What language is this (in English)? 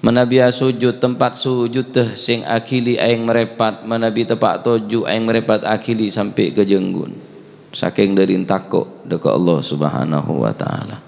Madurese